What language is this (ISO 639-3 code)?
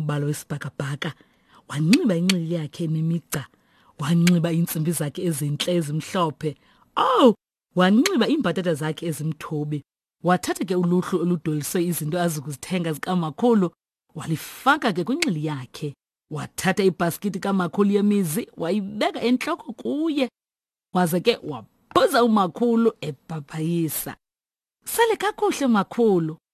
xho